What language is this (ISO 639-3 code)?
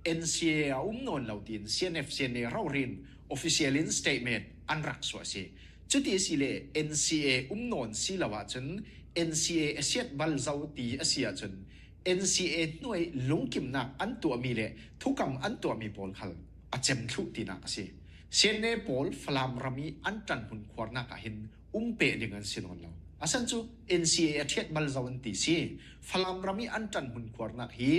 cnh